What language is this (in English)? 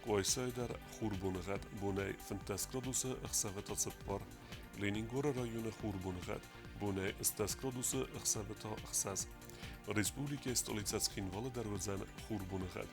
Ossetic